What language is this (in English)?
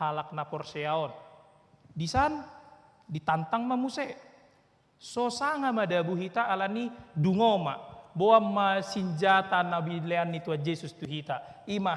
Batak Toba